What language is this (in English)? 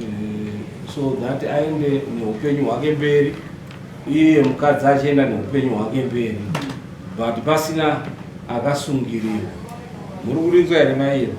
Shona